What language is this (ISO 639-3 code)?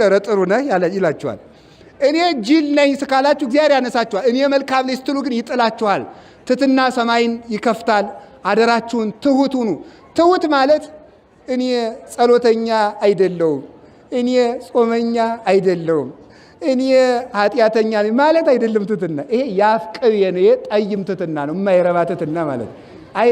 amh